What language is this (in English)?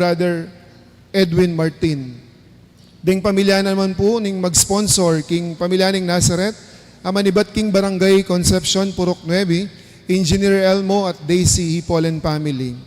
Pampanga